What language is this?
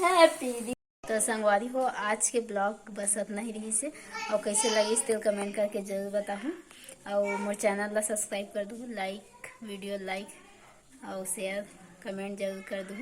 Chhattisgarhi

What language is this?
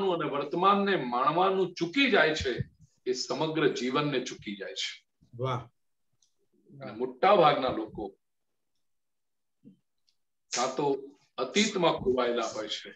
Gujarati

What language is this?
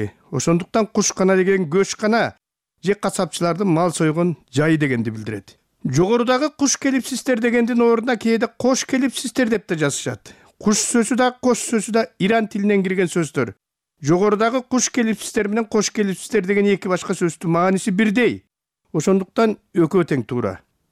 Kyrgyz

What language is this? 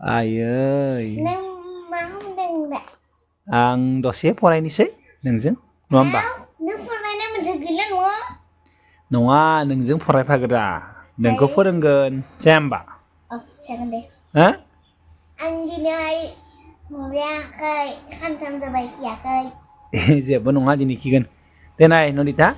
Bodo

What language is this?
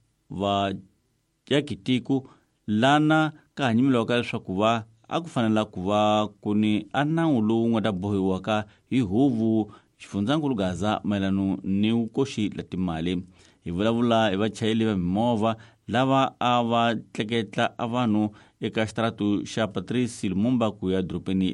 Tsonga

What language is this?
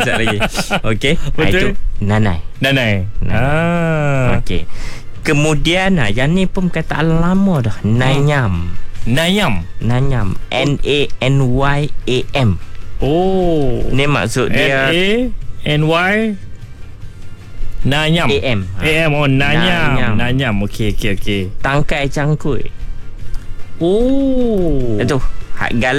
Malay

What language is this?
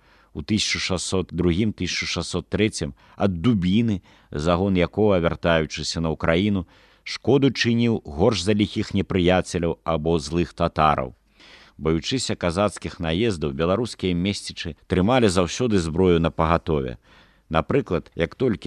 Belarusian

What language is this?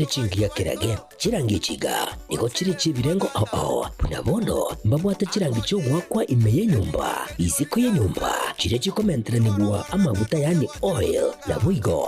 Gusii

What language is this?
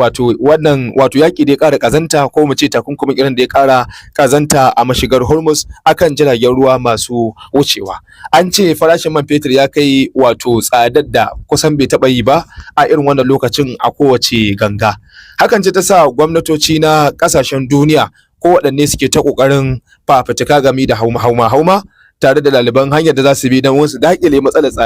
Hausa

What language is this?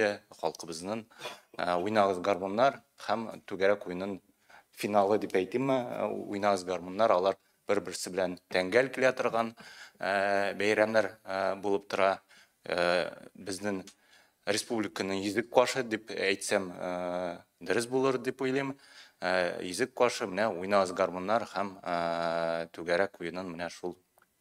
Tatar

